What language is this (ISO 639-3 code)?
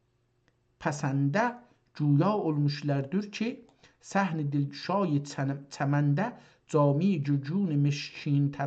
azb